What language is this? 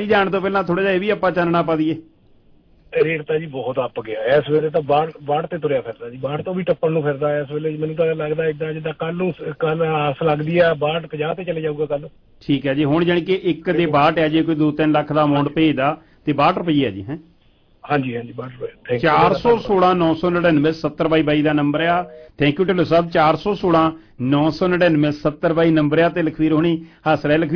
Punjabi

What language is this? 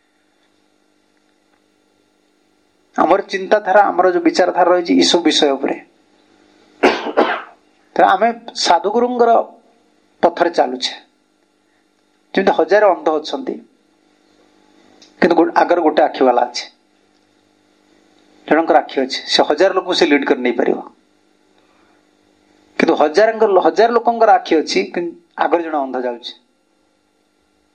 Odia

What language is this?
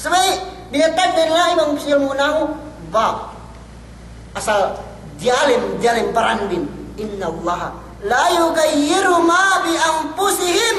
Yakan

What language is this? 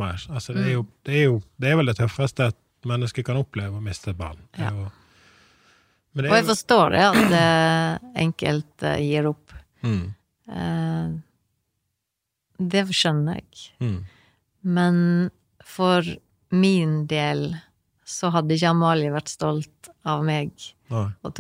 Norwegian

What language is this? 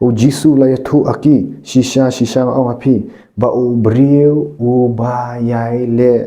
Khasi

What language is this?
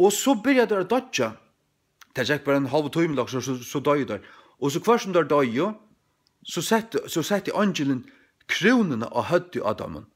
Faroese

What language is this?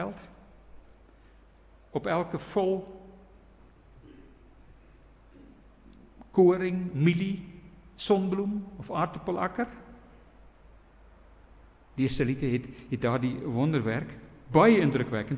Afrikaans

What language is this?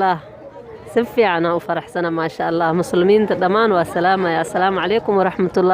Somali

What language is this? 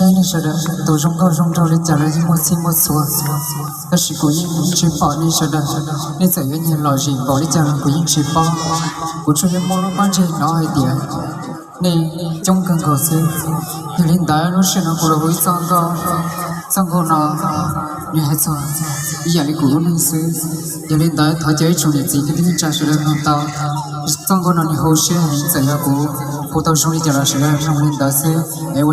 Hmong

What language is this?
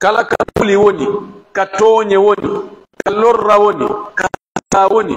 Pular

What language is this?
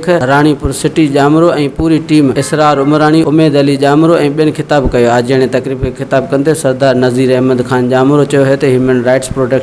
Sindhi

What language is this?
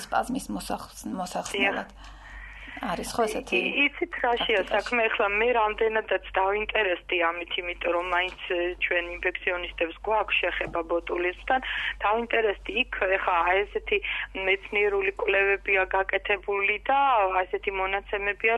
Georgian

